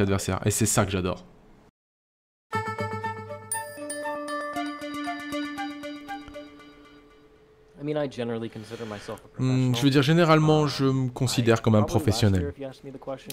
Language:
French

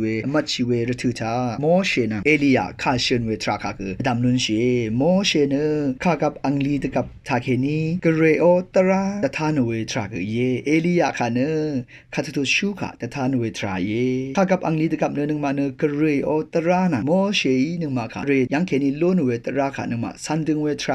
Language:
Rawang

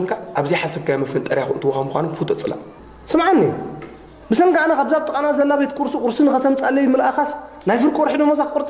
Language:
Tigrinya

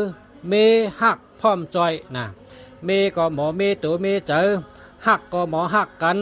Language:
Shan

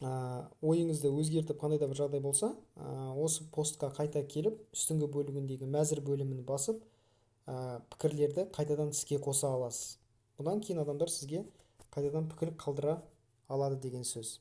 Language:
Kazakh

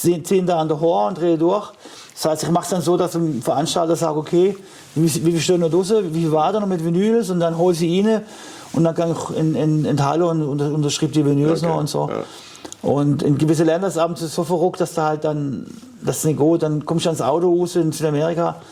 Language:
German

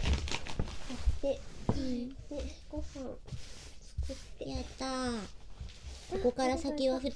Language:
Japanese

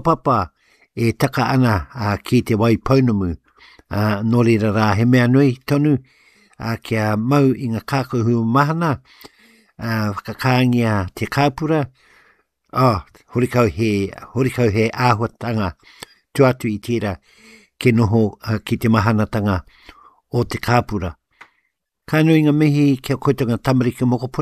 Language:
Māori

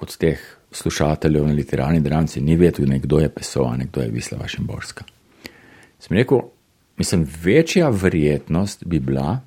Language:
Slovenian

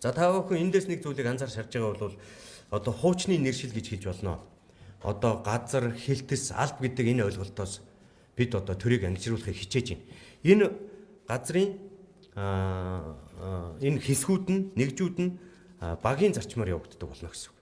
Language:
Mongolian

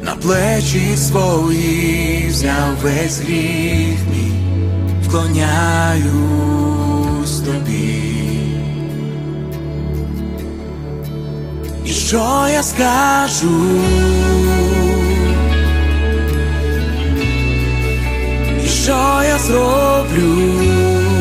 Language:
Ukrainian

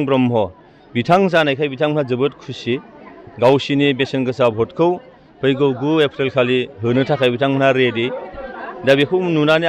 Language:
Bodo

